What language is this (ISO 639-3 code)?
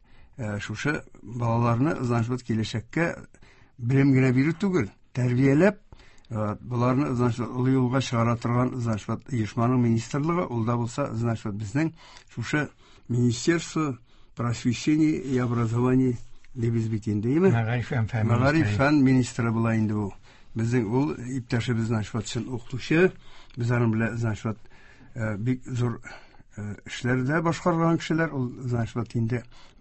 tat